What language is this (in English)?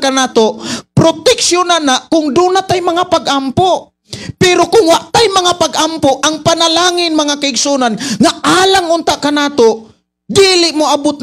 Cebuano